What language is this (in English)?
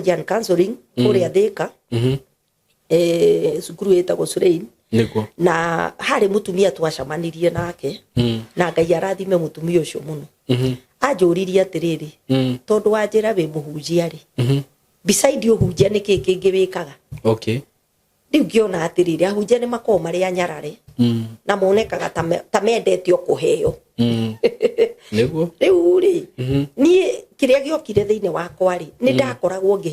Kikuyu